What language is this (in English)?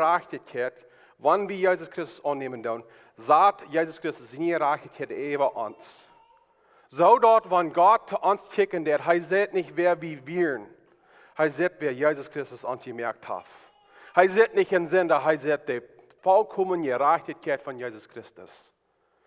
Plautdietsch